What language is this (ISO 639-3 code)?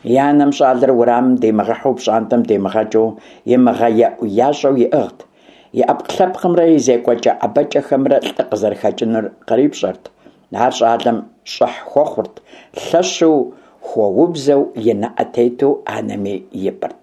kbd